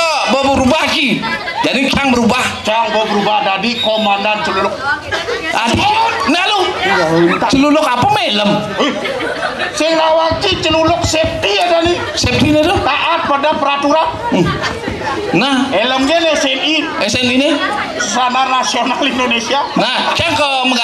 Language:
Balinese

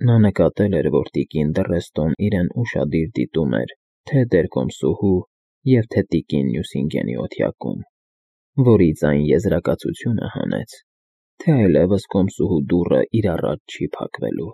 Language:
Armenian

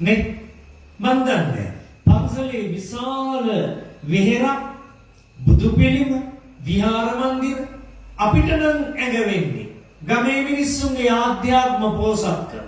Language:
Sinhala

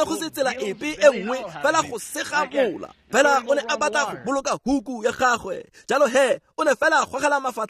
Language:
Tswana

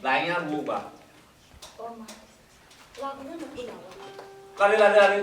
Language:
Bini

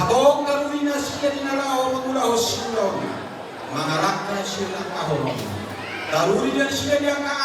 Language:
Batak Toba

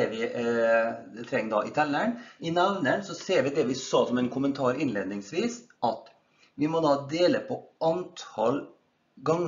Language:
Norwegian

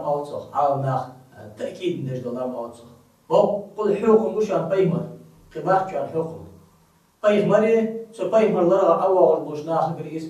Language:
Ingush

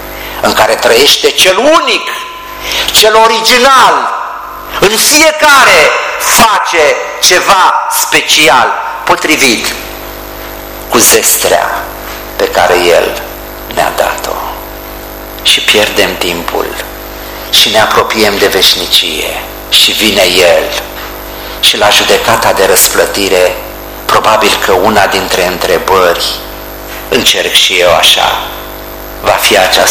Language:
Romanian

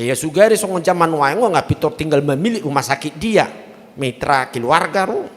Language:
Batak Toba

